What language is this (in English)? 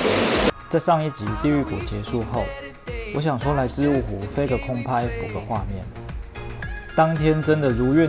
Chinese